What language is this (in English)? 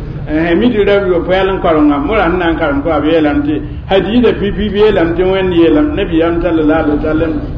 Mossi